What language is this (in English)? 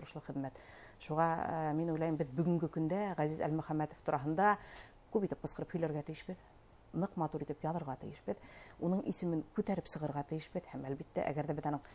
Bashkir